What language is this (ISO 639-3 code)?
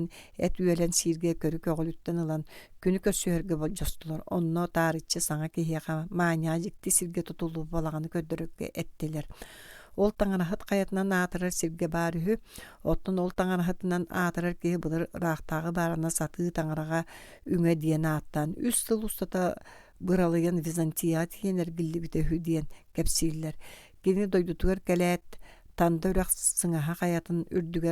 sah